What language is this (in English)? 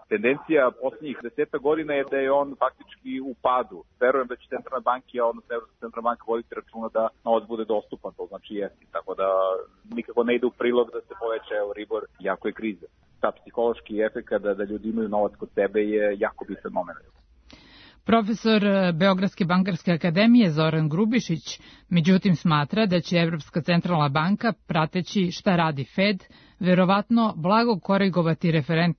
Serbian